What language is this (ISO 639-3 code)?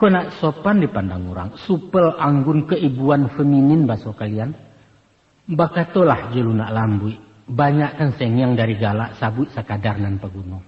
min